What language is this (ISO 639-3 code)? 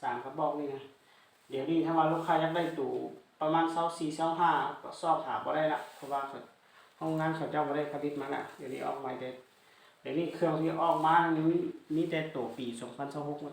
lao